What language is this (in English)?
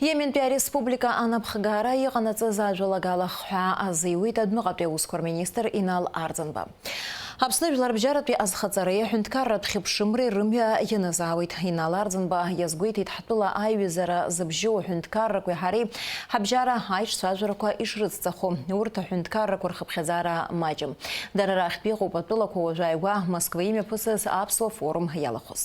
Abkhazian